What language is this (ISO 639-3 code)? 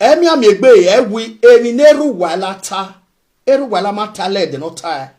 pcm